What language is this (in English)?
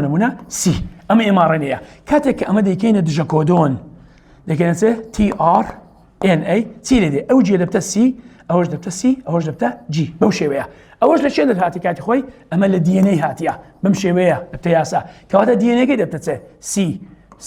Central Kurdish